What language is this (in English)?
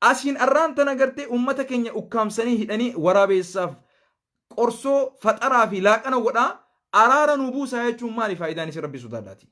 Oromo